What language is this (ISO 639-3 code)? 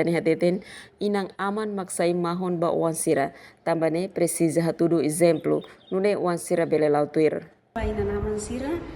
tet